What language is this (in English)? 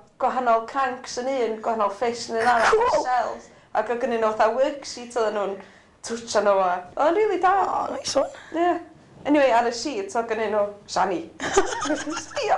Welsh